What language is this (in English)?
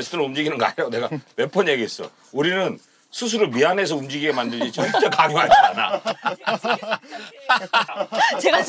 Korean